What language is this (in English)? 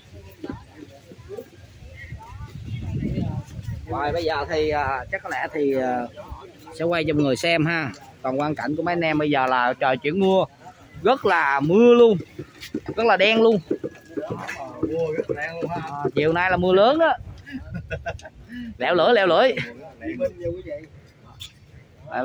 Vietnamese